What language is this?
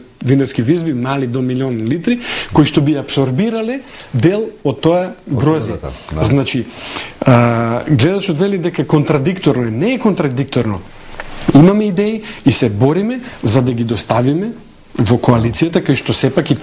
Macedonian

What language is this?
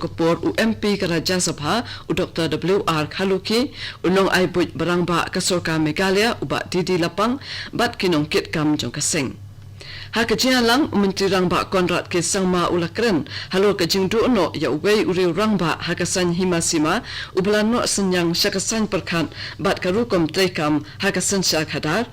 Khasi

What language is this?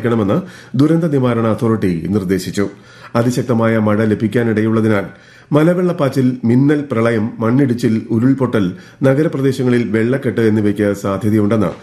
Malayalam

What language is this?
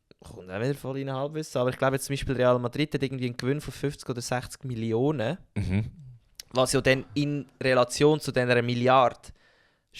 Swiss German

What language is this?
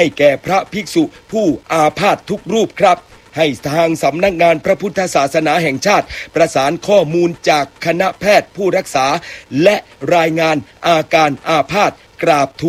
Thai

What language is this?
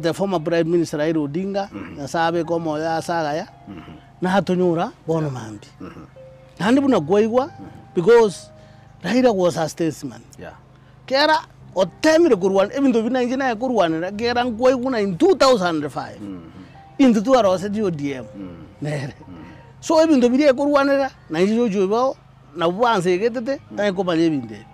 Gusii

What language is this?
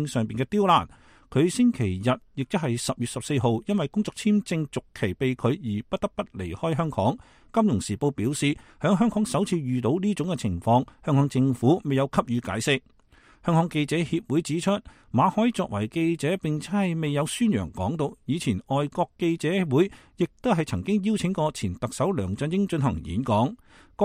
Cantonese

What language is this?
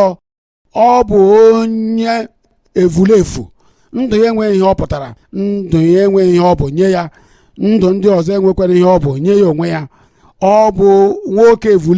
Igbo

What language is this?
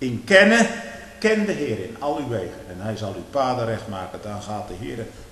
Dutch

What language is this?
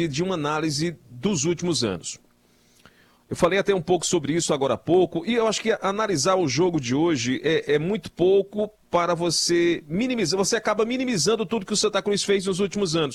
Portuguese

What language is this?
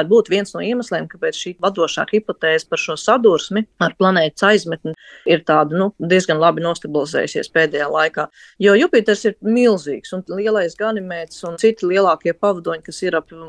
Latvian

